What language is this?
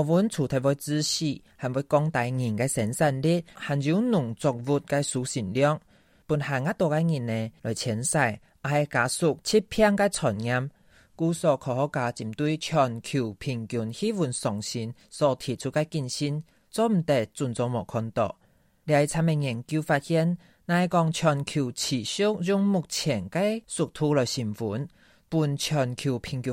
Hakka Chinese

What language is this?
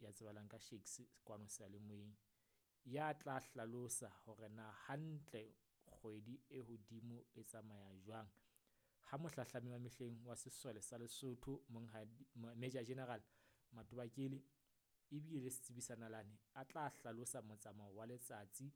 Southern Sotho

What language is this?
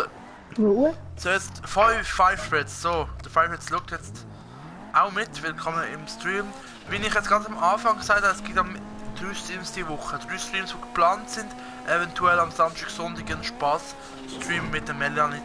Swiss German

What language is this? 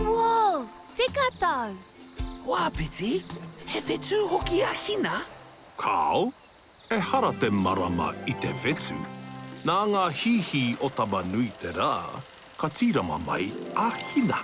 Māori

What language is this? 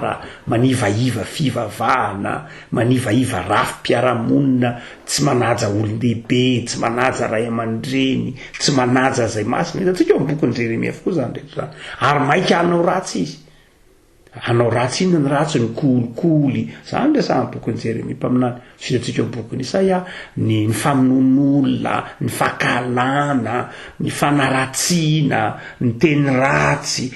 Malagasy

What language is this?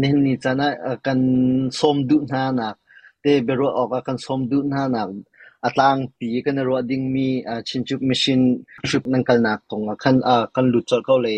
Hakha Chin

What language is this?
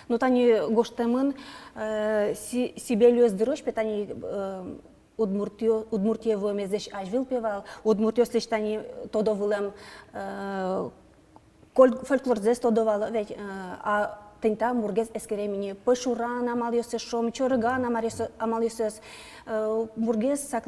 Udmurt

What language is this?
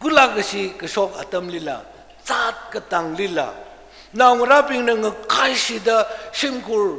Tangkhul Naga (India)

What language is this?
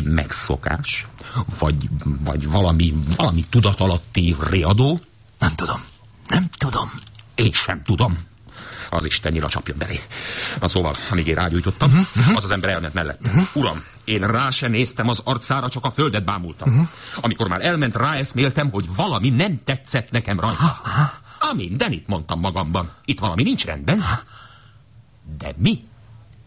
Hungarian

